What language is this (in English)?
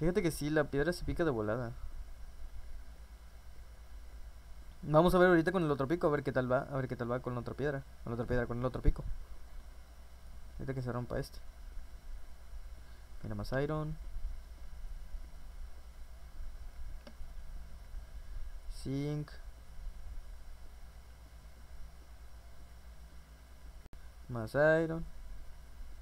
Spanish